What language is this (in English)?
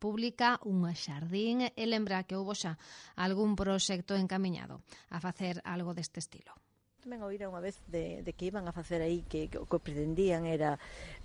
Galician